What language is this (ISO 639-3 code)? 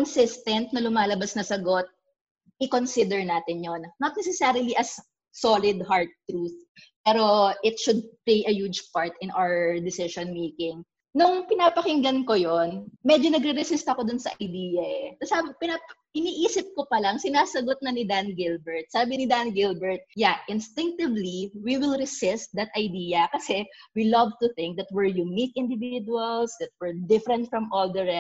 fil